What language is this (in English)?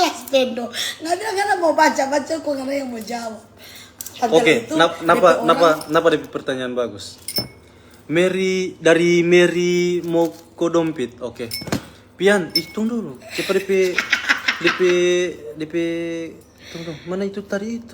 Manado Malay